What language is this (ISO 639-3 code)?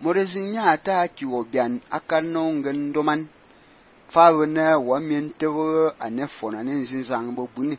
fan